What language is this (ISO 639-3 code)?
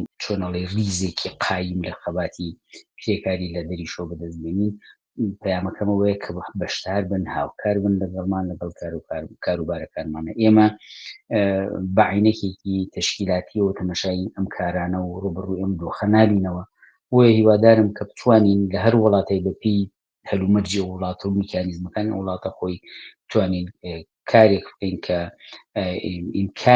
ckb